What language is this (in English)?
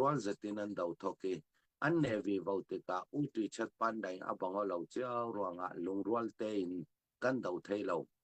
Falam Chin